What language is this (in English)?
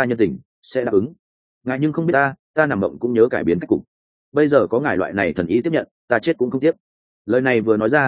Vietnamese